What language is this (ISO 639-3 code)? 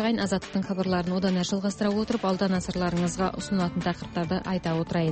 kaz